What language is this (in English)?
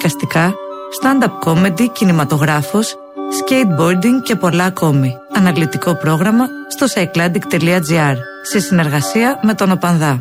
Greek